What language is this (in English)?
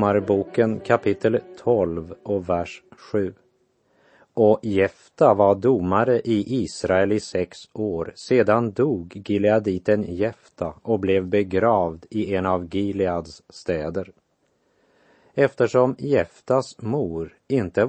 Swedish